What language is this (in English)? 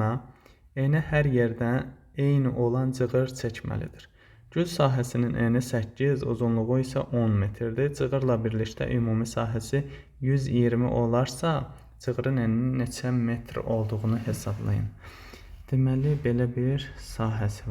Azerbaijani